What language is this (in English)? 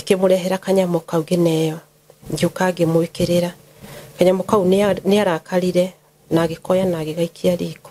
Kikuyu